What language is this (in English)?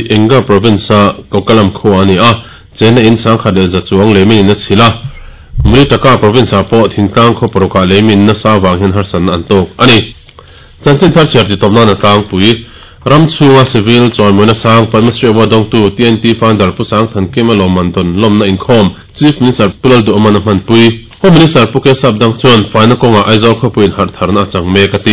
Mizo